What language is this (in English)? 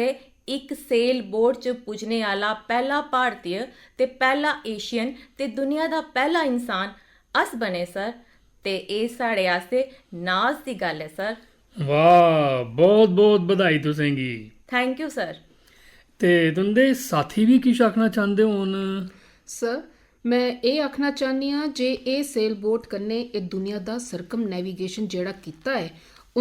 Dogri